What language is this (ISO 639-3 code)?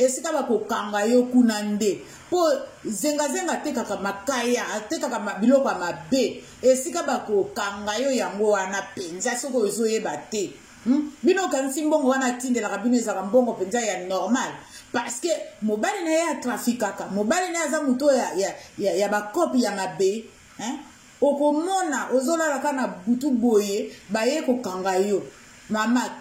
lin